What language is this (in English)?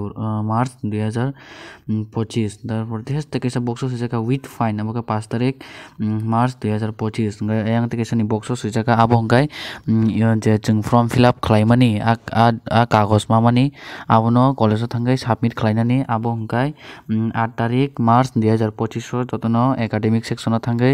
Kok Borok